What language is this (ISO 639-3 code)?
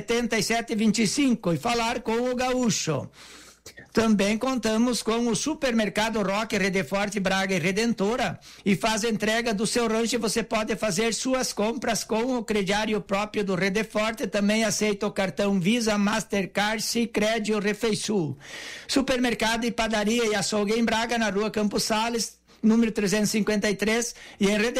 por